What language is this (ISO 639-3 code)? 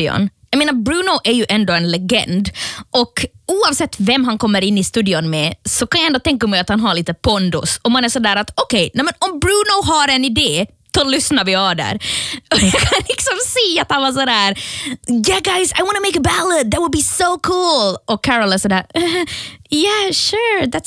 swe